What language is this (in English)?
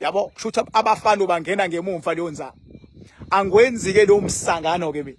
Zulu